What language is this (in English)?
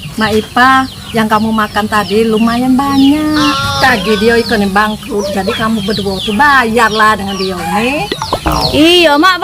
Musi